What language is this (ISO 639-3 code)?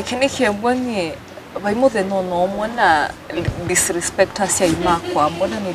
kam